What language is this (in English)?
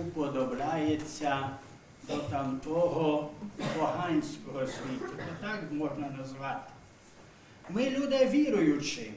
Rusyn